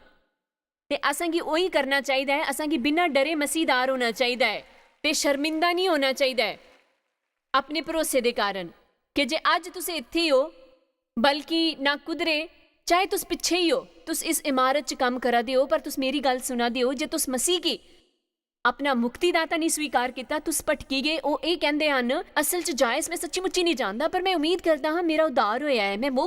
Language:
Dogri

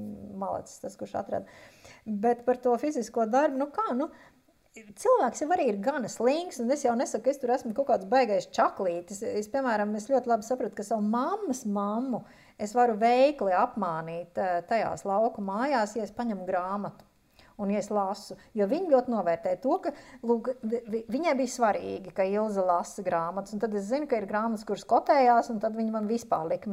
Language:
Latvian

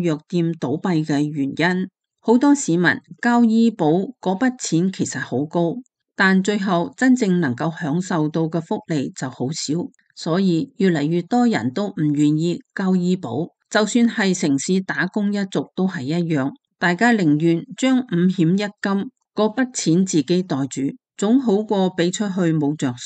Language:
Cantonese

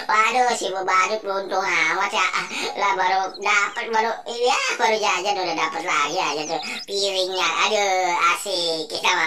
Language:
Betawi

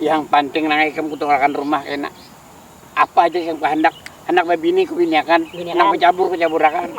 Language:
Banjar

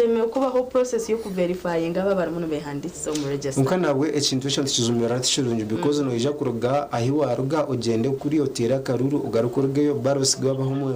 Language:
Nyankole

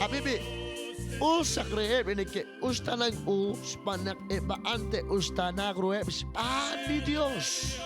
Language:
Kekchí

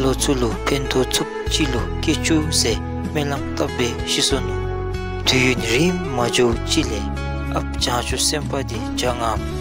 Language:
Dzongkha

